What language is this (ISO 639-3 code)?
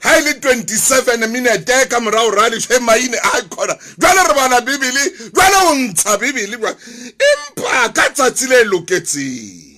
sot